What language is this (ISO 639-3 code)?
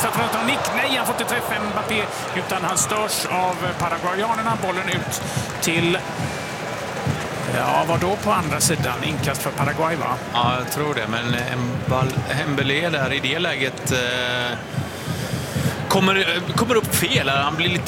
swe